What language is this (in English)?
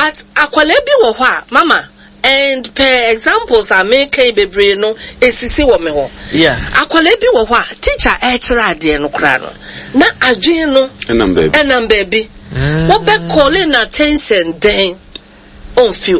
Akan